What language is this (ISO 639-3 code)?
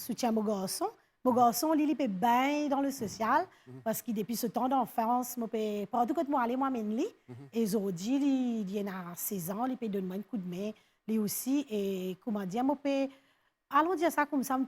mfe